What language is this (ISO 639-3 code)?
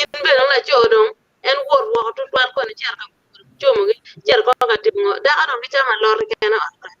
ach